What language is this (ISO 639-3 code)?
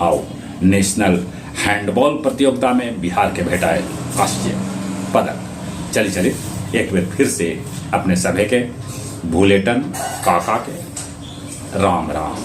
mag